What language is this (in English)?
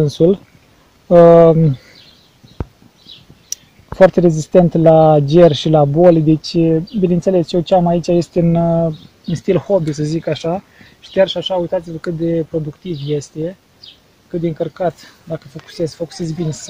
Romanian